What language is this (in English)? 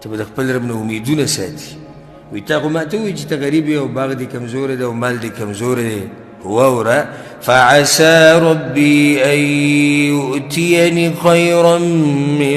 Pashto